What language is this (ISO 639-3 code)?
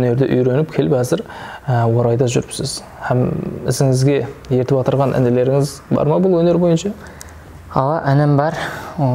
kaa